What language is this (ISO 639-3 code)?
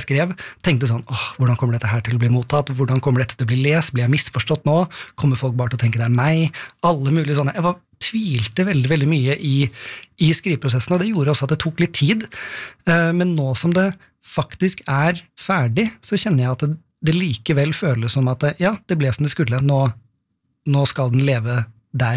nor